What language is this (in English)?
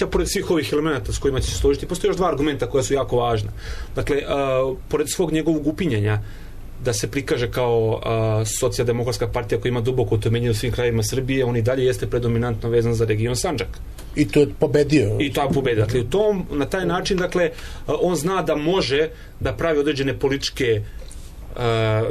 Serbian